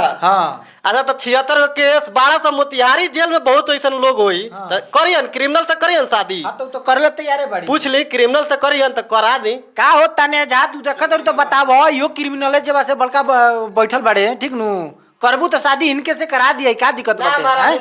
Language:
Bhojpuri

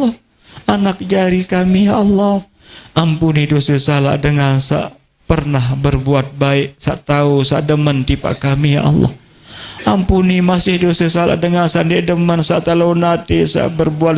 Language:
Sasak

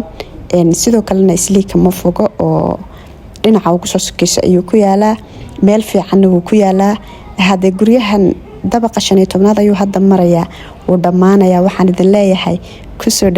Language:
Somali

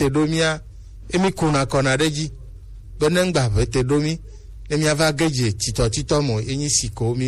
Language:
Gen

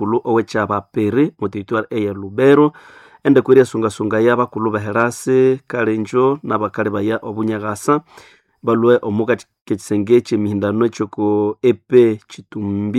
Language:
Nande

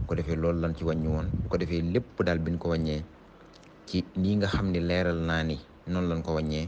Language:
Wolof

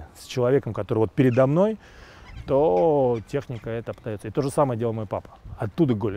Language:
Russian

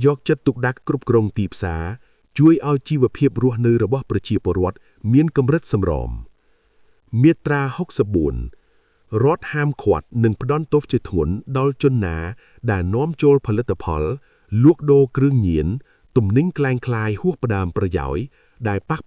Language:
Khmer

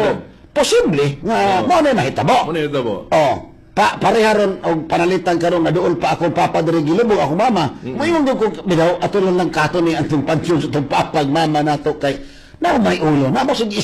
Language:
Cebuano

